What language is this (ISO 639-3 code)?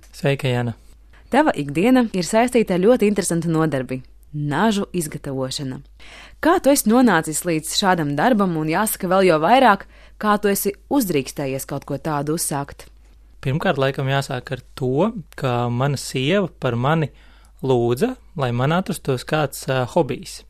lav